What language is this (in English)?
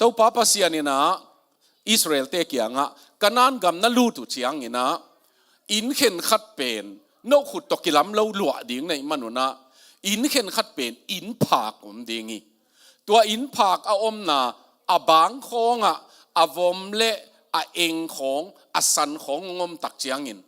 Tedim Chin